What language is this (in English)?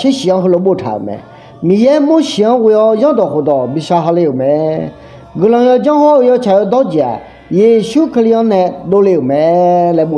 Akha